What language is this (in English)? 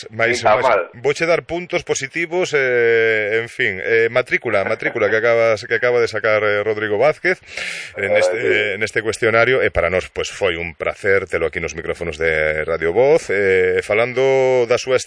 Galician